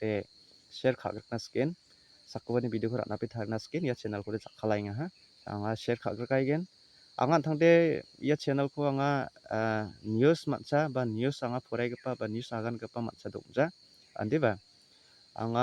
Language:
Garo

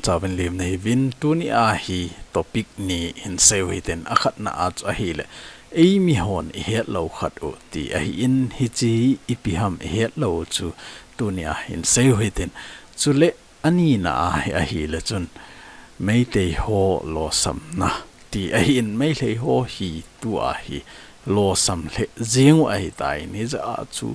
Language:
Thado Chin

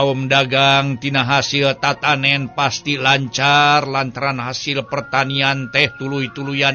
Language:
Sundanese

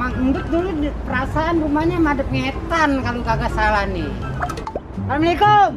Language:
Betawi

